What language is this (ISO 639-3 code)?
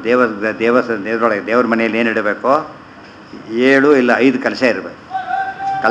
kan